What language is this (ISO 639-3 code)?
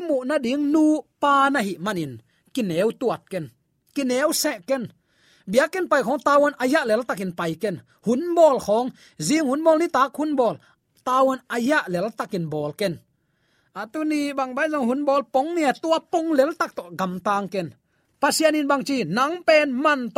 ctd